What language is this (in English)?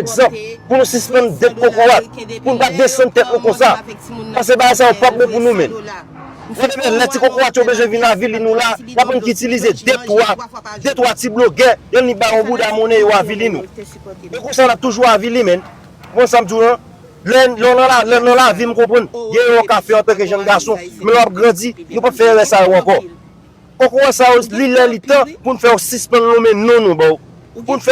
Haitian Creole